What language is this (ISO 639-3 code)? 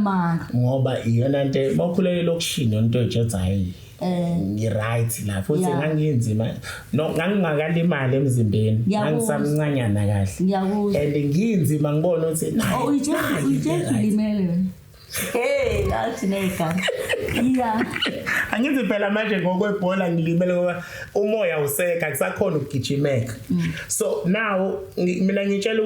zul